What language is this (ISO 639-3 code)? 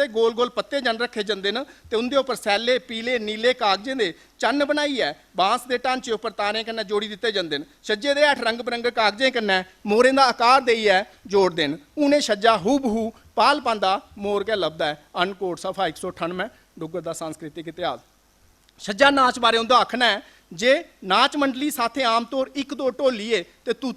doi